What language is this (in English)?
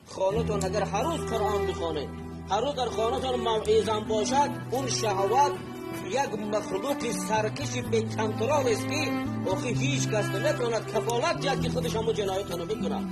Tajik